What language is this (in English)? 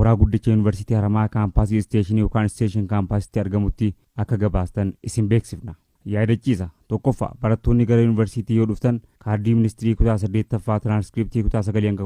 Oromo